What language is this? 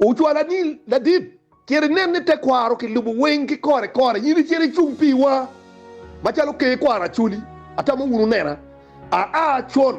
Acoli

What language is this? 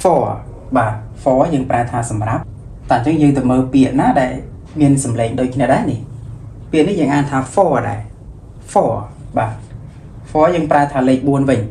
Khmer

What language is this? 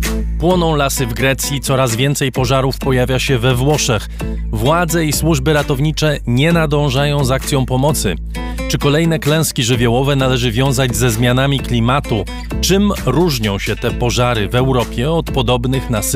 Polish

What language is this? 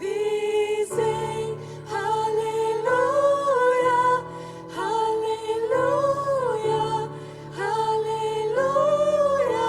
Plautdietsch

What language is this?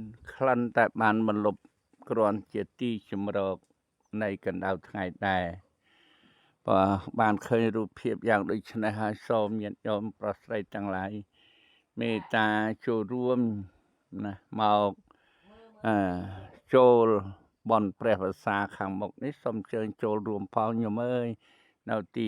Khmer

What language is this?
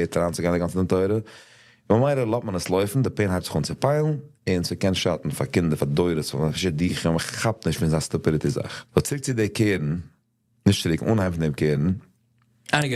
Yiddish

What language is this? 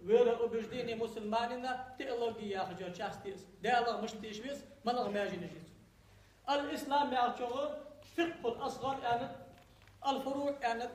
Ingush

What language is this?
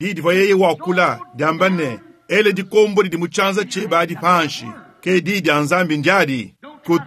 Luba-Lulua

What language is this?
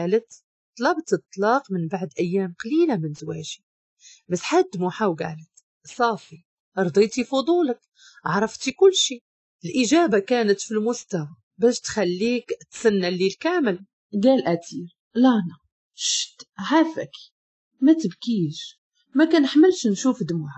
Moroccan Arabic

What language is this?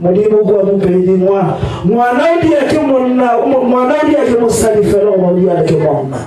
Northern Sotho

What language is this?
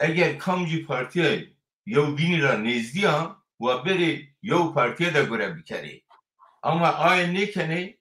Zaza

